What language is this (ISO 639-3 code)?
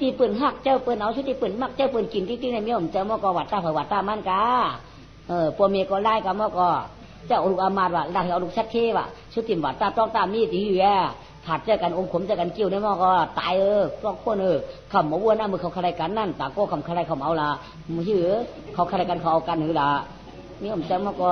shn